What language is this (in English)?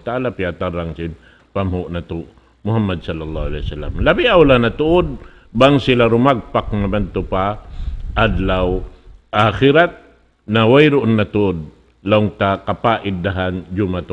Tausug